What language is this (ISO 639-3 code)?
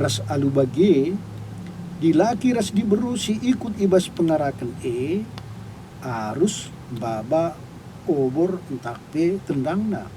btx